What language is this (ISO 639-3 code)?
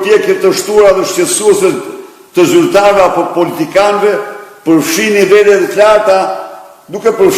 sqi